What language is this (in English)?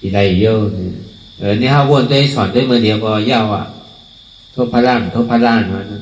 Shan